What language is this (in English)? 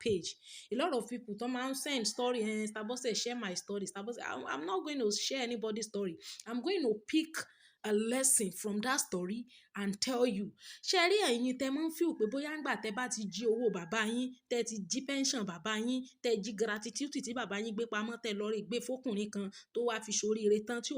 Yoruba